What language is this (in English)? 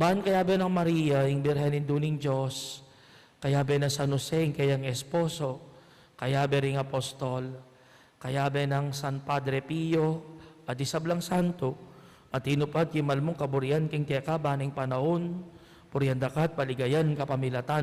Pampanga